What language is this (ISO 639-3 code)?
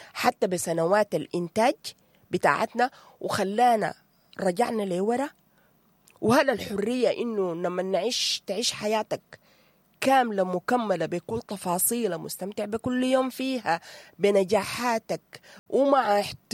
apd